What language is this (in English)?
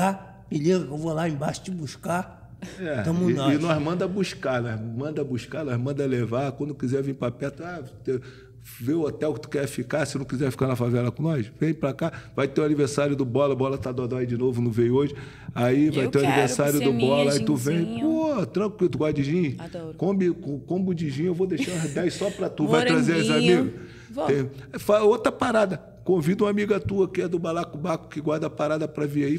Portuguese